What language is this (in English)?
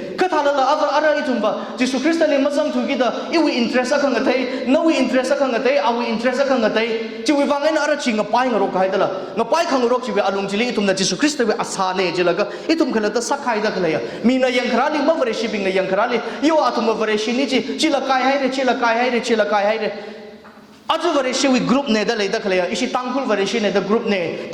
Tangkhul Naga (India)